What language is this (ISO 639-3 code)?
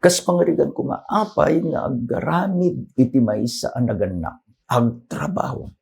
ilo